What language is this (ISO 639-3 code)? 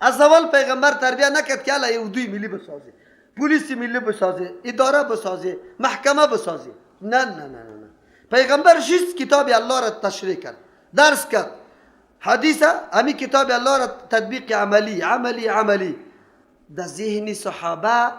fas